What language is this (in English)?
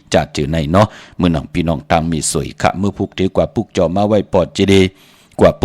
Shan